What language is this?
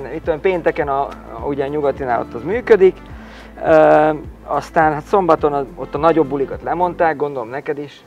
Hungarian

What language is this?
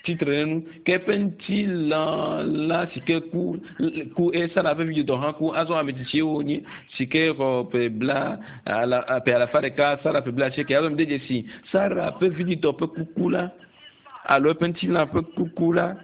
Ewe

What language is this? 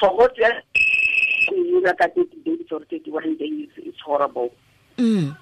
Tswana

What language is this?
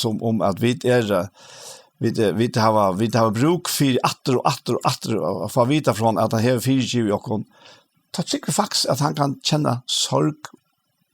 Faroese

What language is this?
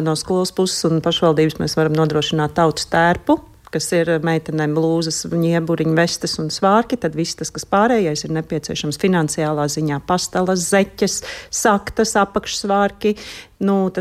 Latvian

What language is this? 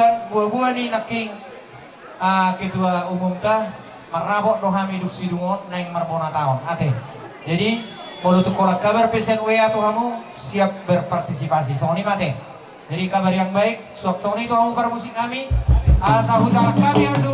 Batak Toba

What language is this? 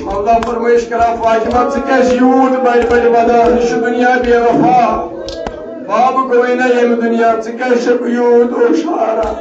Kashmiri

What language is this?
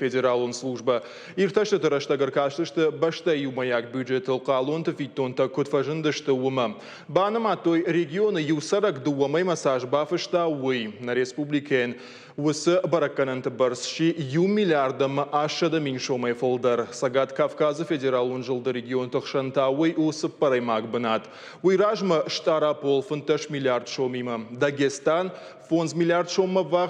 Ossetic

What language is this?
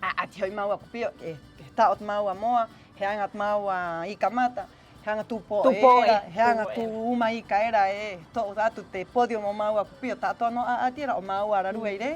Rapanui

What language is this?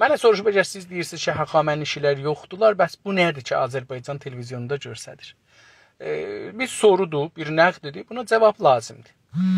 South Azerbaijani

